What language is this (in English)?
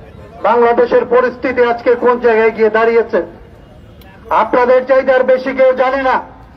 Bangla